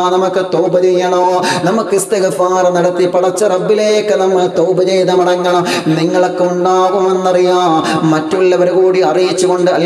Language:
Malayalam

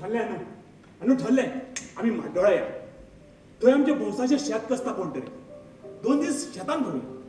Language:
Konkani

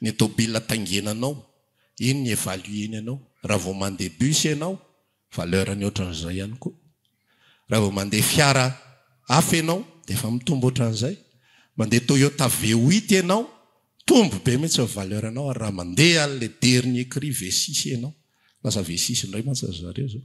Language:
Malagasy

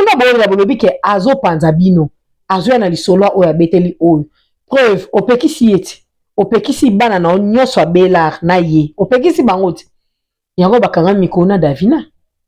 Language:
Lingala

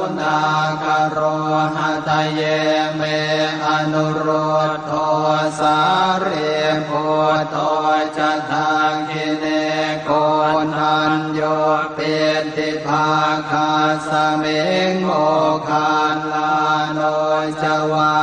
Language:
Pali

